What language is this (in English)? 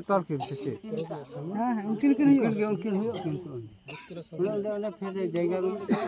Santali